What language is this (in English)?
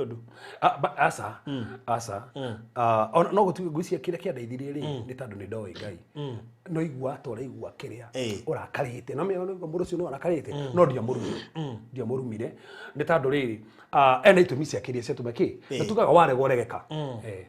Kikuyu